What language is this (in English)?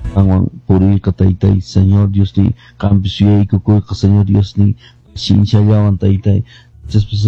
Quechua